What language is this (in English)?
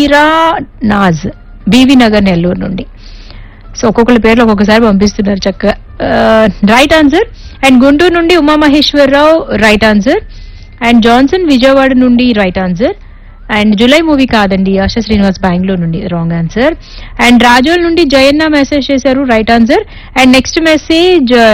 Telugu